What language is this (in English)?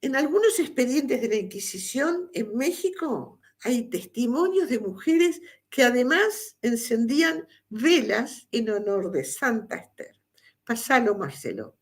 Ladino